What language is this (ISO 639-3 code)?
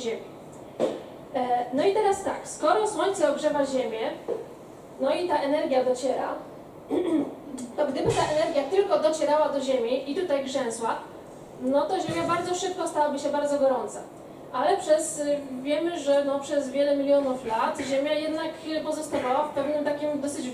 pol